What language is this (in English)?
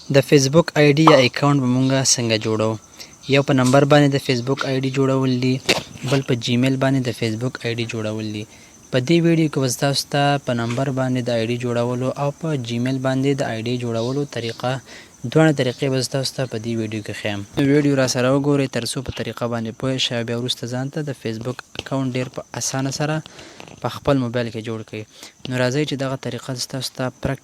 Pashto